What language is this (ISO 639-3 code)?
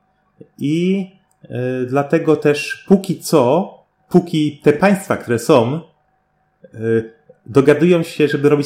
pol